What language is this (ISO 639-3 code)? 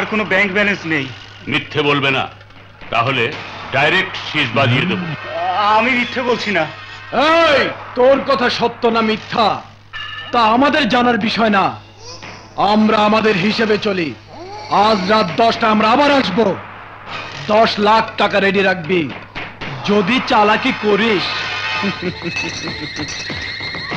ben